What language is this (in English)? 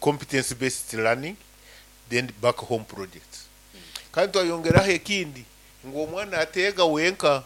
Nyankole